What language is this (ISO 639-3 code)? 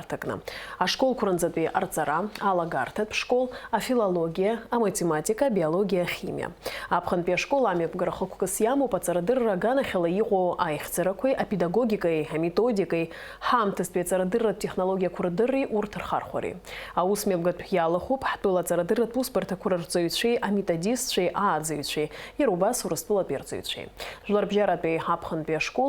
abk